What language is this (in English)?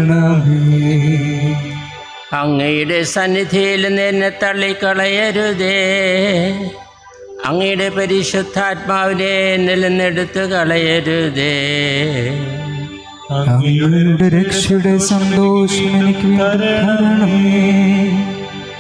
Malayalam